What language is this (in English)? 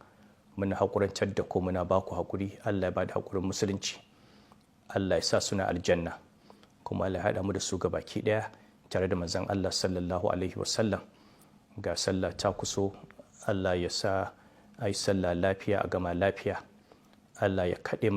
Hausa